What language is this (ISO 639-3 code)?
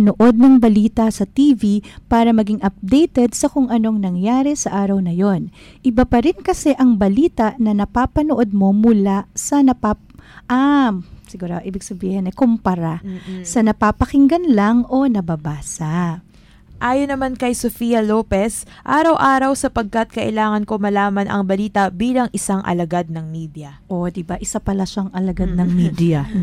fil